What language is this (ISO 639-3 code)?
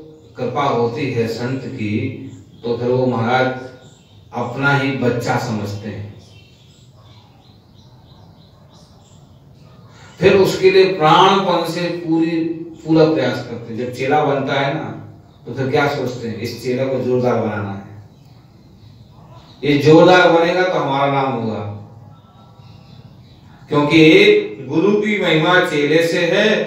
hin